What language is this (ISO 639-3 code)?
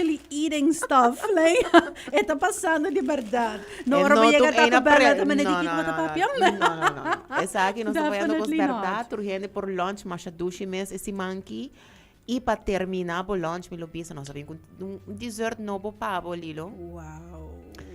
pap